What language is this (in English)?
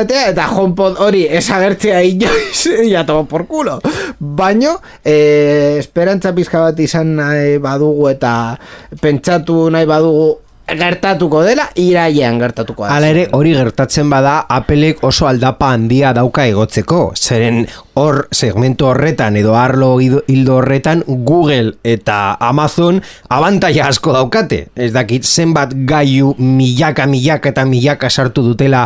Basque